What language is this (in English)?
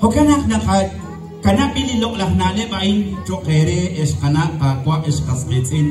Kekchí